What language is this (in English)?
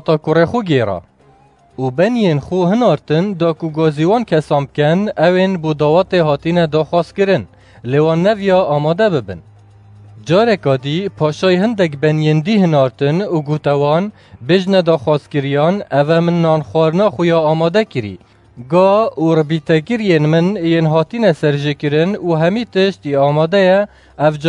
Kurdish